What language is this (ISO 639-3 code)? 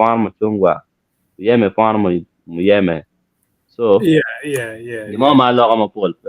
ach